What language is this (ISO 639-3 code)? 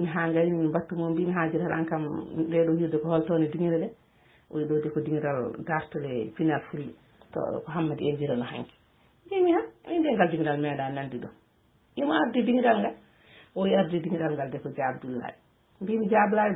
ful